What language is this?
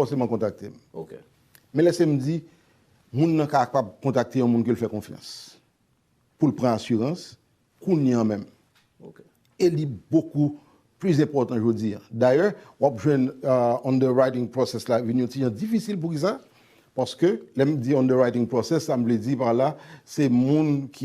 Haitian Creole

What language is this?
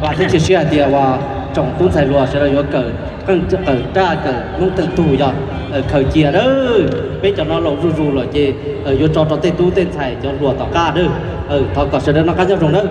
Hmong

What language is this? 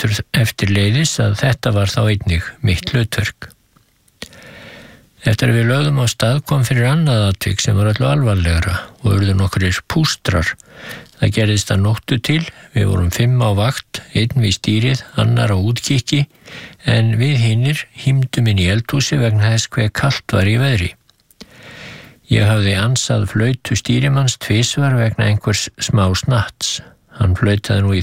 Icelandic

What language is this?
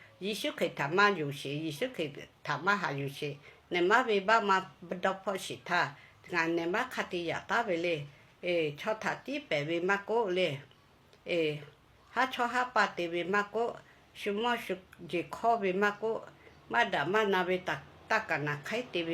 Lahu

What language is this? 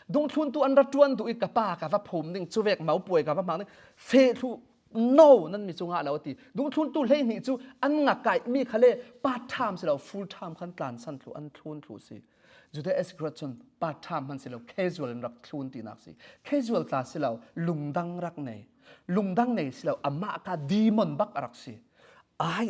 Falam Chin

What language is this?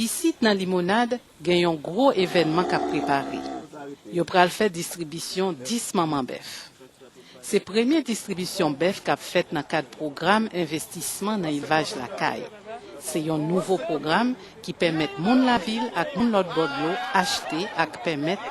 Haitian Creole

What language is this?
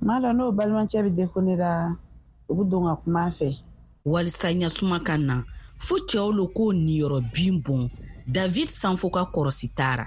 Bambara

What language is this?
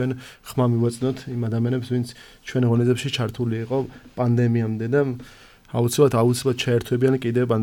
Georgian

